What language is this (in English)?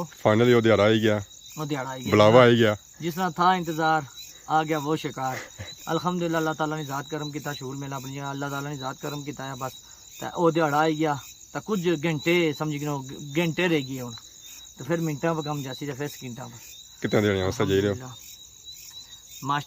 Pahari-Potwari